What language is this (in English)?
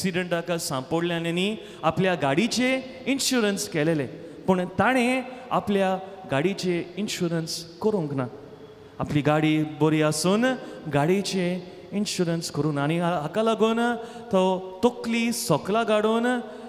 Konkani